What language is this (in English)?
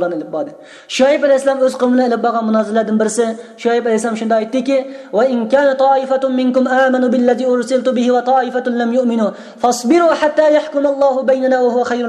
Uyghur